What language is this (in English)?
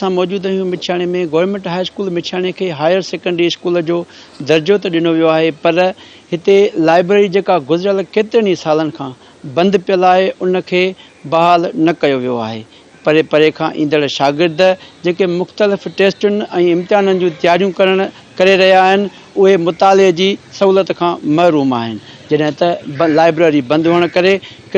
Sindhi